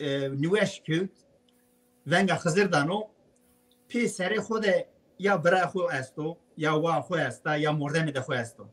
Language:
Zaza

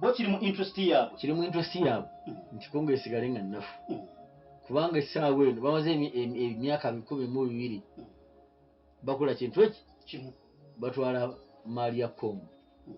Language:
Ganda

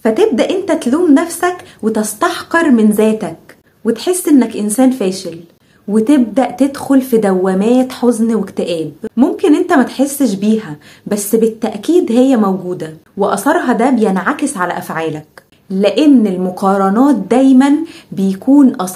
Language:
Egyptian Arabic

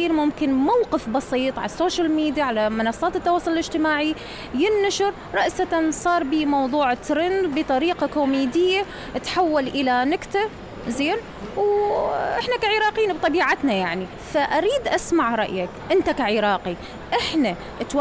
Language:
Mesopotamian Arabic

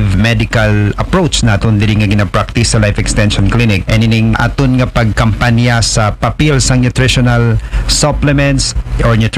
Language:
Aklanon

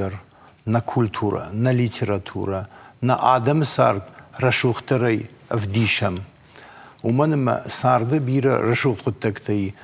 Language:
Ossetic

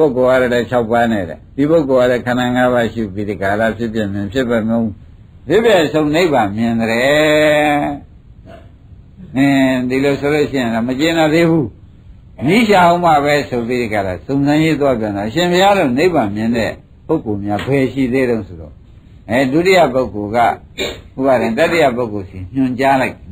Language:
Burmese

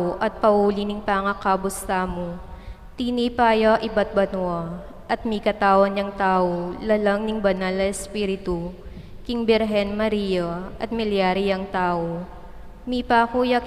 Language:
Pampanga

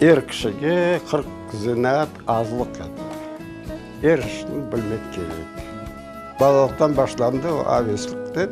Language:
Crimean Tatar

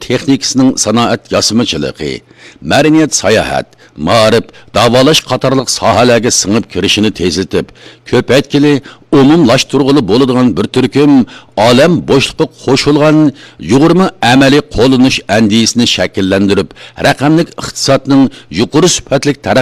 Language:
Uyghur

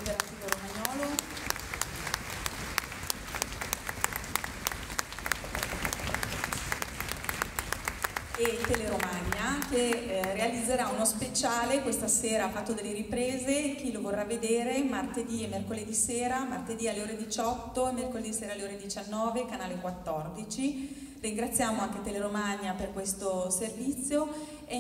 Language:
Italian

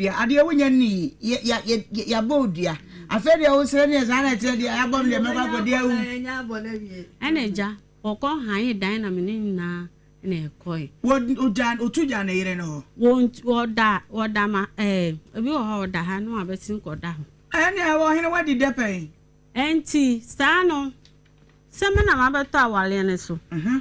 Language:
Akan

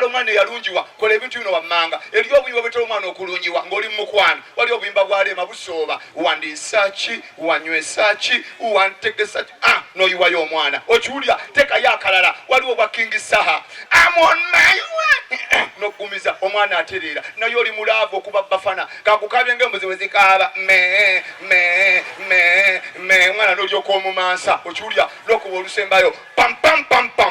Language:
Ganda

